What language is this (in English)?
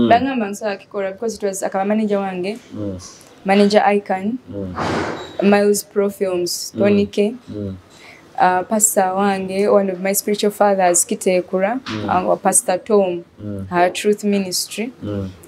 Nyoro